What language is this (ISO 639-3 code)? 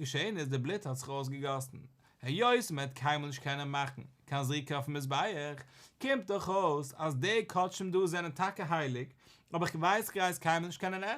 yid